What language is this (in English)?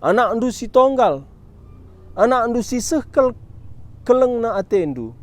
Batak Karo